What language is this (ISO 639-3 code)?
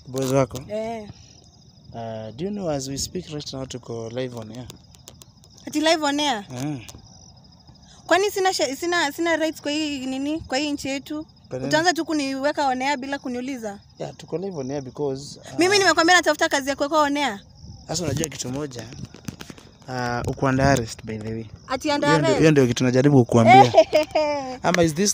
swa